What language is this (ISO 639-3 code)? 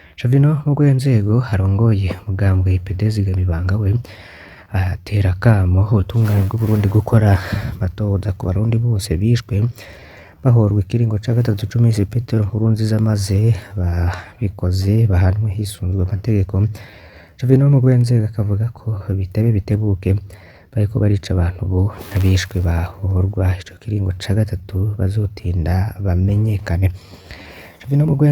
run